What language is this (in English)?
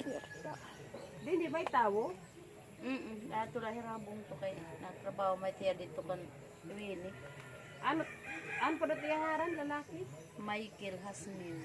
Waray